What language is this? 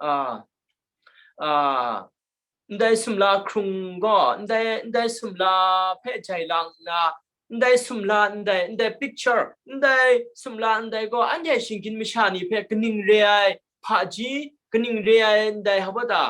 Kachin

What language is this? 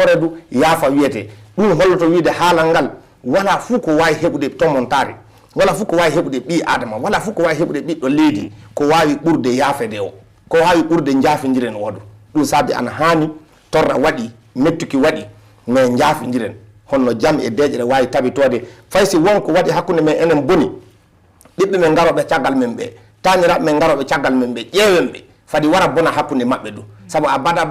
Fula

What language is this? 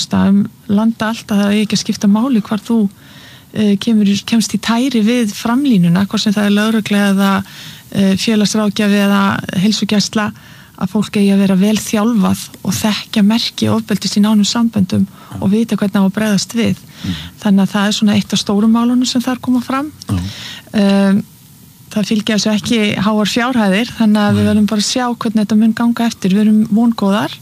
Icelandic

